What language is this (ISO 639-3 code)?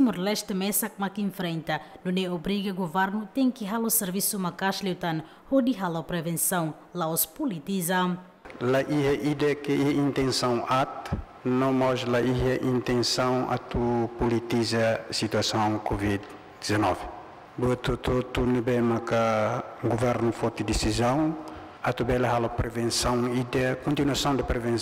tet